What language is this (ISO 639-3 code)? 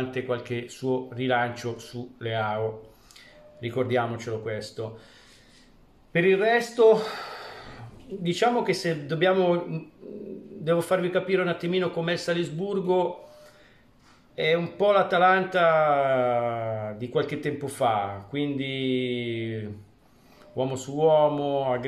ita